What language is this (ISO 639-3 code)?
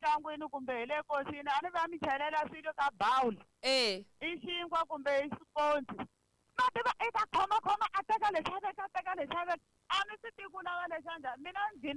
tso